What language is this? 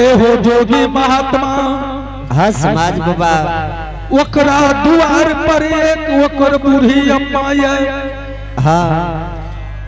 Angika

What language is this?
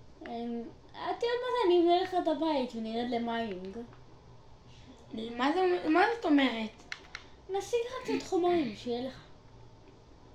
Hebrew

